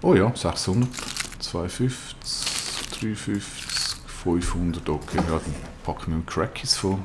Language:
Swiss German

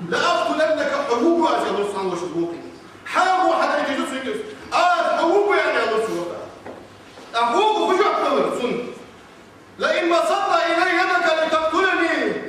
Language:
Ingush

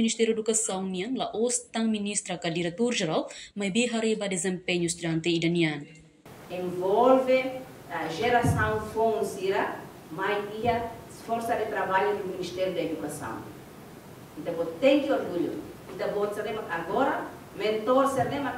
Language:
Tetum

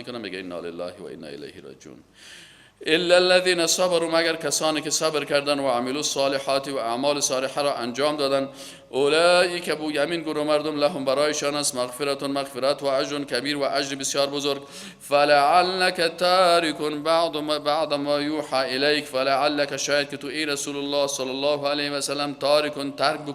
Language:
Persian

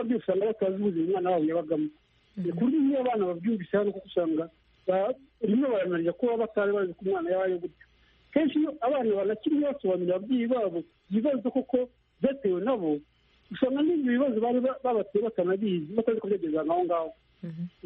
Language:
Kinyarwanda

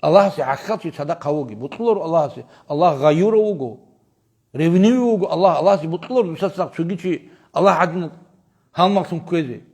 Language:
Avaric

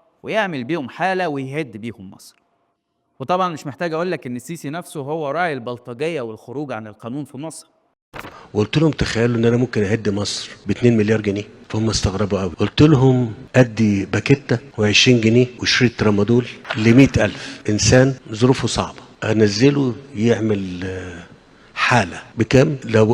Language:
Egyptian Arabic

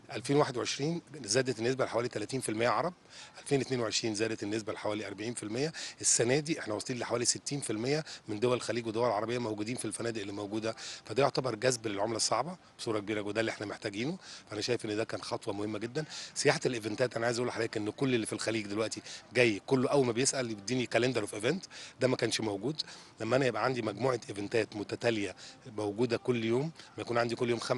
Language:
Egyptian Arabic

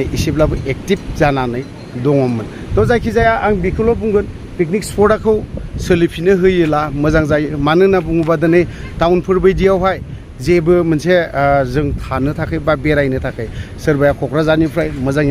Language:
Bodo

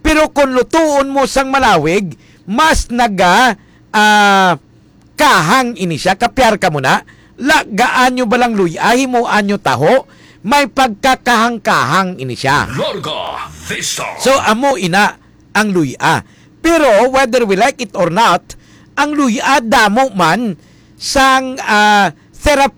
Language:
Hiligaynon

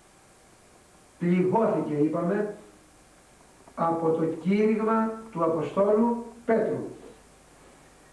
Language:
Greek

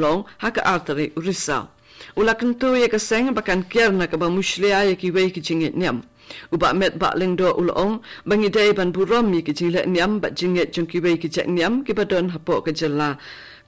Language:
Khasi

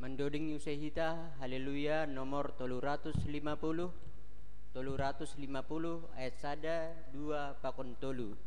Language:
Batak Simalungun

